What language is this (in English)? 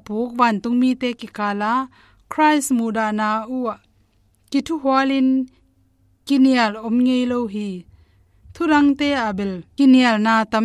Tedim Chin